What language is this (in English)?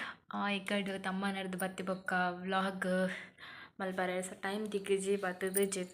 Tulu